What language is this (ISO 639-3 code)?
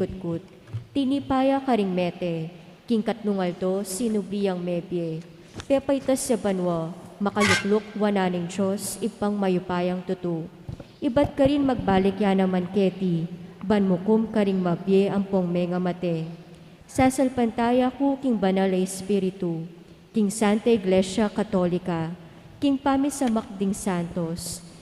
pam